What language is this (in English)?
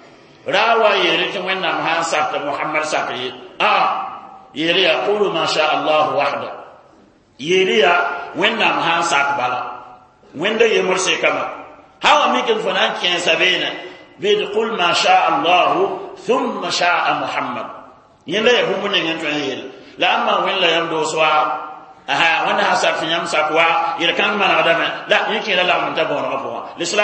Mossi